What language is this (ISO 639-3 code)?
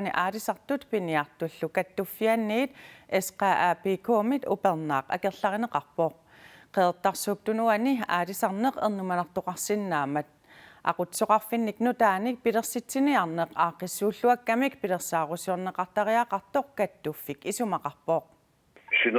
kal